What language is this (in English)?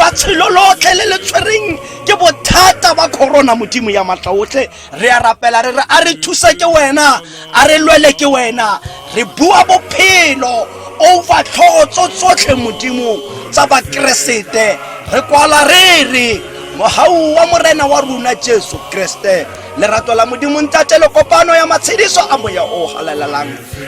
Tswana